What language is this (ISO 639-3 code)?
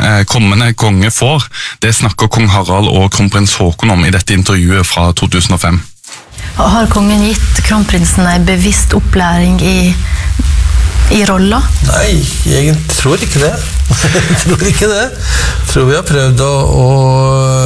nor